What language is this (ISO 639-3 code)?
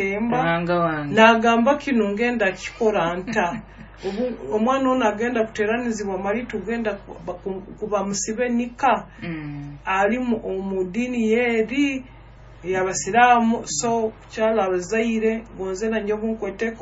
nyo